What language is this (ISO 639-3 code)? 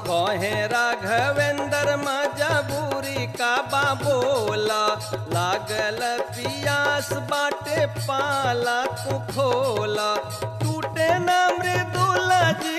bho